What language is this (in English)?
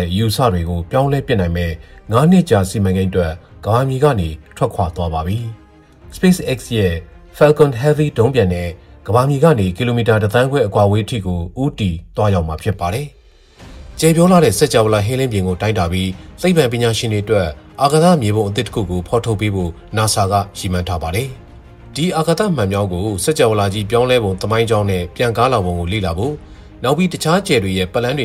Burmese